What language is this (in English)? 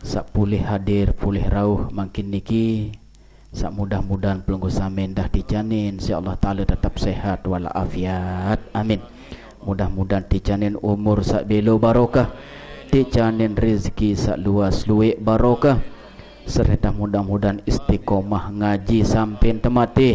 Sasak